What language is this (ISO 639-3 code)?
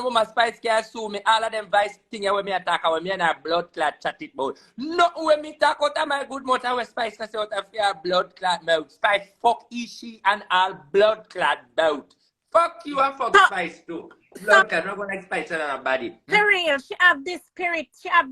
jam